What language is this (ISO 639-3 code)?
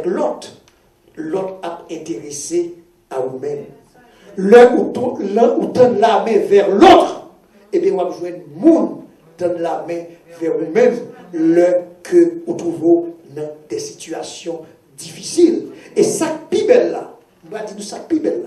hat